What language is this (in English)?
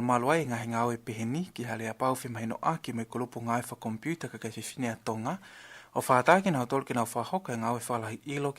Tongan